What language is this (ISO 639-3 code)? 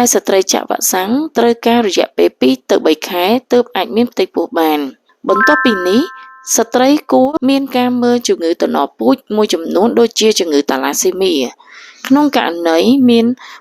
khm